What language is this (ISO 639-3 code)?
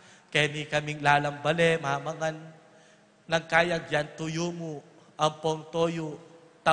pam